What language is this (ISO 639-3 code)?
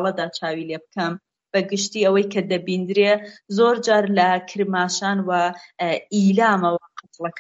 ckb